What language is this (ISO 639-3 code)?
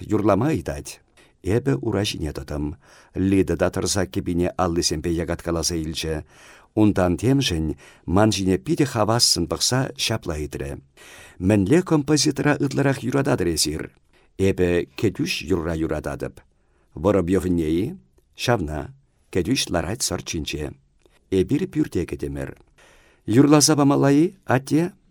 chv